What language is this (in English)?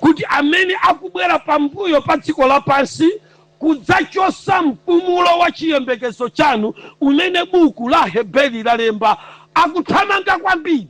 Nyanja